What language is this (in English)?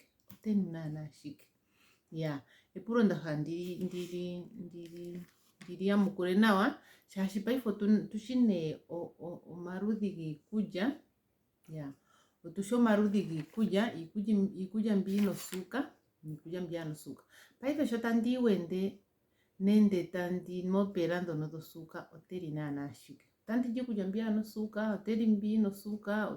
Ndonga